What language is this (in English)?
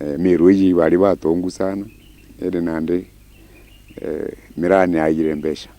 Meru